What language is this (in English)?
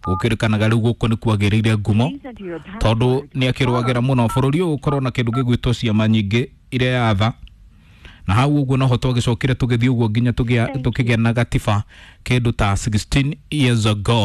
Kikuyu